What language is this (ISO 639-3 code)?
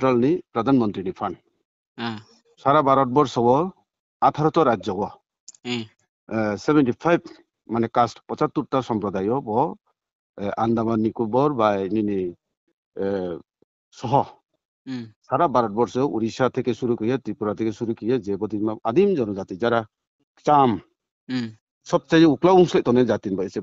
ria